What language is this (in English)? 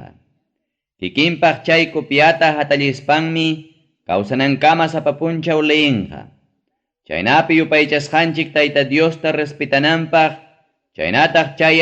Ayacucho Quechua